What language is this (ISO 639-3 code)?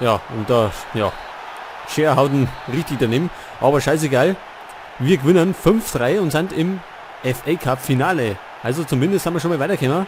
bar